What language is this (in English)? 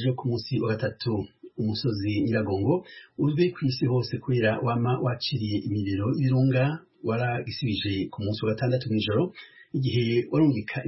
Kinyarwanda